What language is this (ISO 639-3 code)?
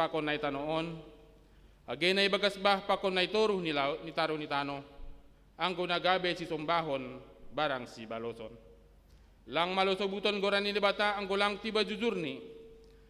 bts